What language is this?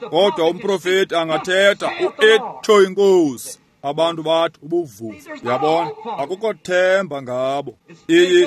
Xhosa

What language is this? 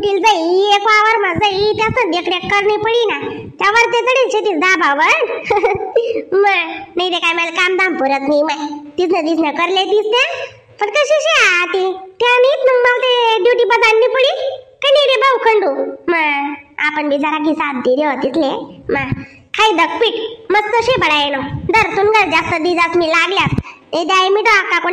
Khandesi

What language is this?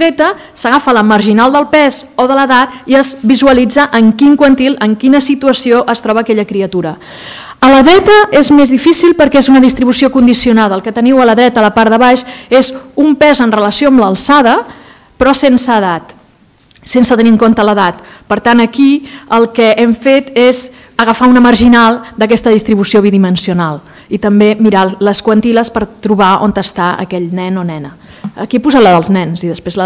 Catalan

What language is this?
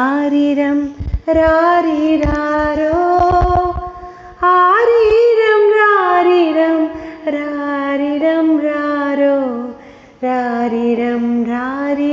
Malayalam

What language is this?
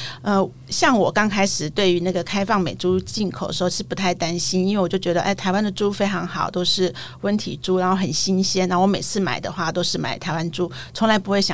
Chinese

